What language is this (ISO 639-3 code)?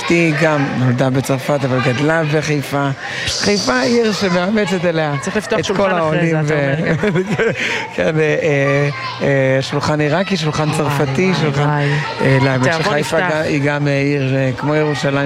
heb